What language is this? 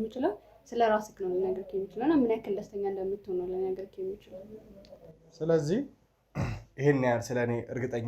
Amharic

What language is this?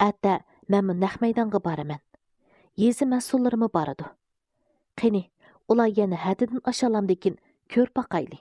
Uyghur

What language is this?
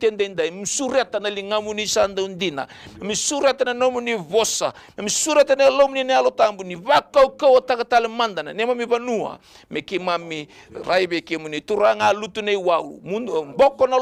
Fijian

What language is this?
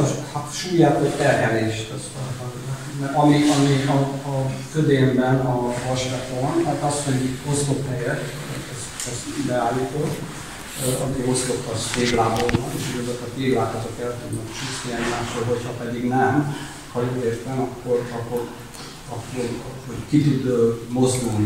Hungarian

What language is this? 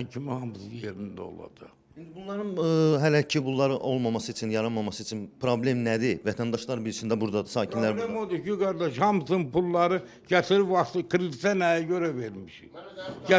Azerbaijani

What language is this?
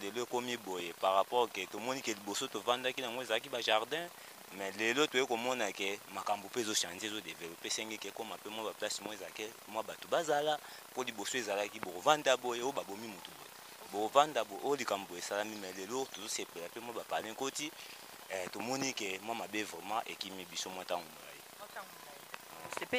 Lingala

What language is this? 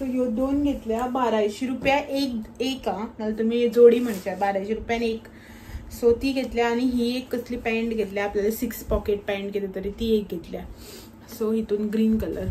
Konkani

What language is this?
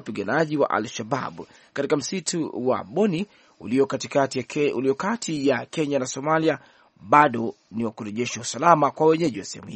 Swahili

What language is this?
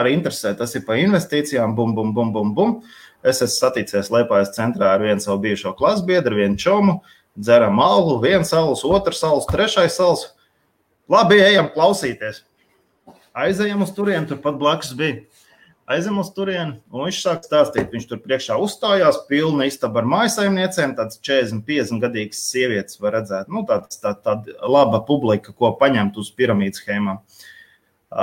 Latvian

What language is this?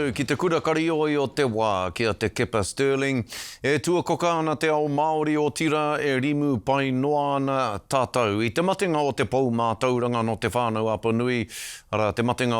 Māori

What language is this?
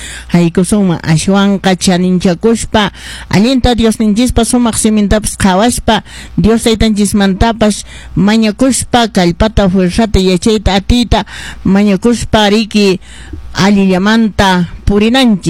Quechua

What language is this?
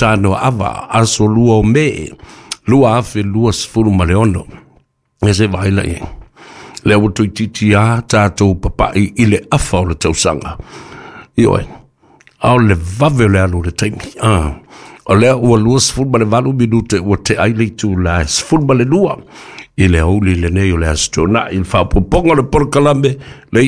Samoan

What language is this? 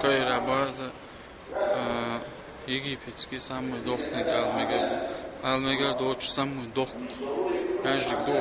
Chechen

